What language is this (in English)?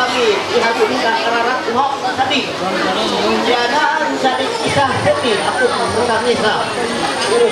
Ma'anyan